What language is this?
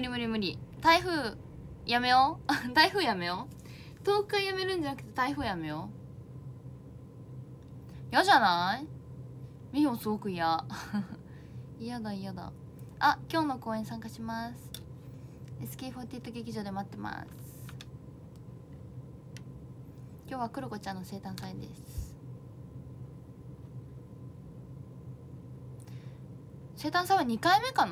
Japanese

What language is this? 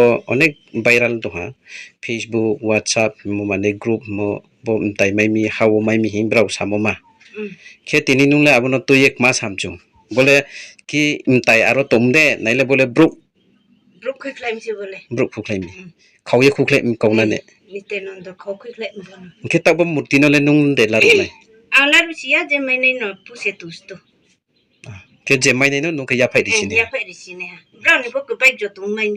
Riang (India)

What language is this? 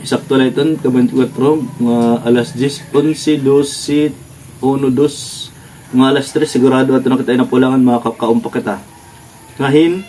Waray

